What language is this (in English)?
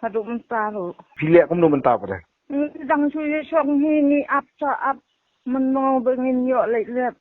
Khasi